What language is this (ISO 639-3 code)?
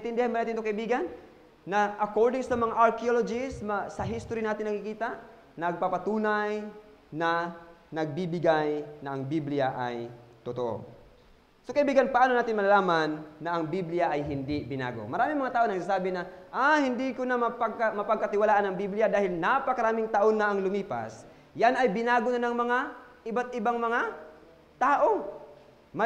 fil